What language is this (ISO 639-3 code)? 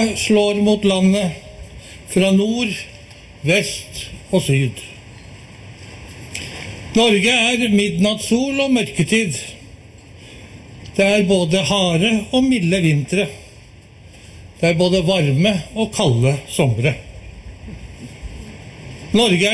nor